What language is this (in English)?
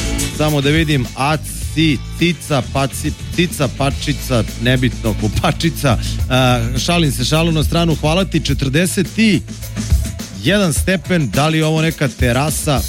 Serbian